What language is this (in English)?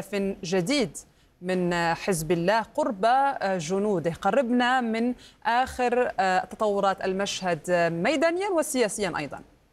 Arabic